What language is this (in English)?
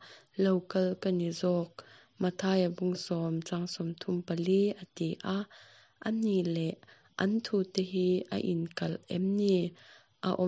Mizo